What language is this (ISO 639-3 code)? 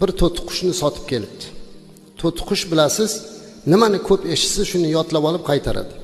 uzb